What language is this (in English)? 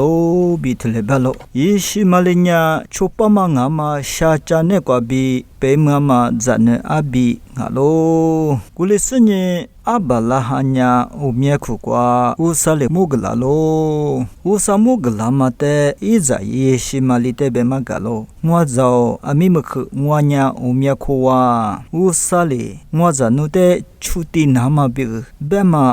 Lisu